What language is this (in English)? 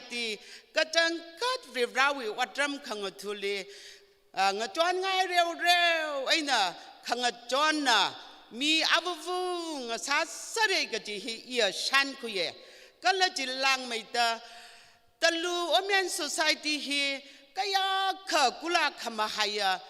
Tangkhul Naga (India)